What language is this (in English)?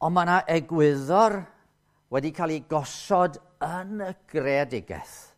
Welsh